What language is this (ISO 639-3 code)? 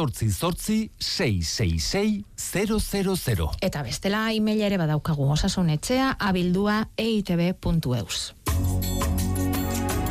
eus